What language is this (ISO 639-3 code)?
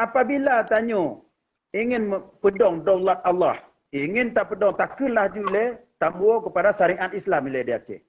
ace